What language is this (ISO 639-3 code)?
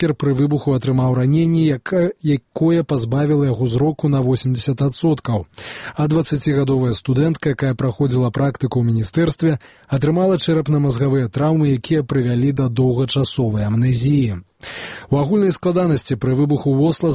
bel